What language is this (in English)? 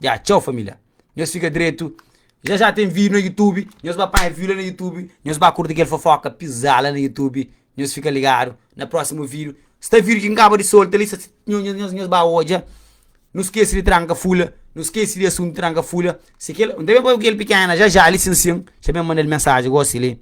Kabuverdianu